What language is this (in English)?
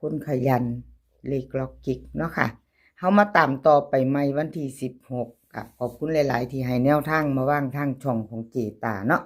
Northeastern Thai